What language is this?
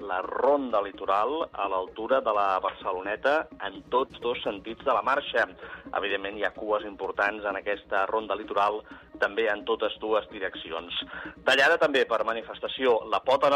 Catalan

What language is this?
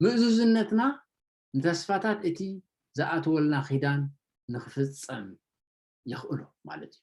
Tigrinya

